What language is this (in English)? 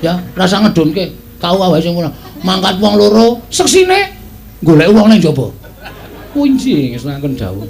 Javanese